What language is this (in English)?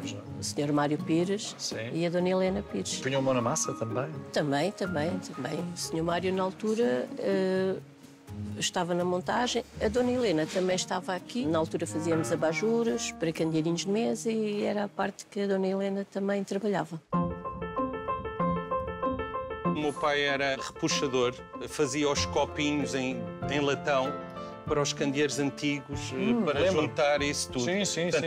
Portuguese